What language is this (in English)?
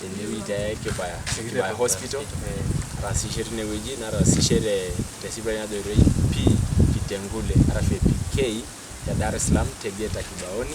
Masai